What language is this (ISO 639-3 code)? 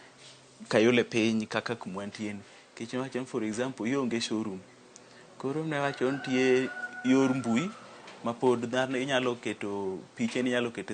luo